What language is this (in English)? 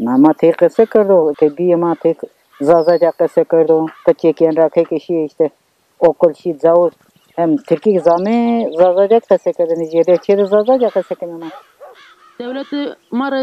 Zaza